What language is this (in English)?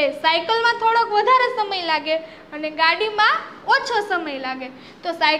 Gujarati